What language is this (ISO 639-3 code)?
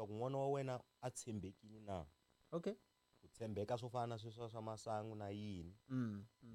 tso